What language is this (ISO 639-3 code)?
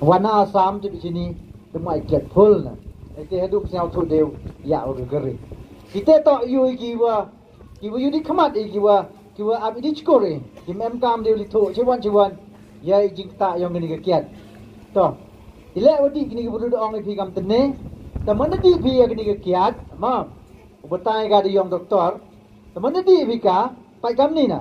pbv